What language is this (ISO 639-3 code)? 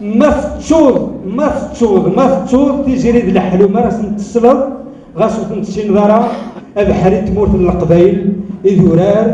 kab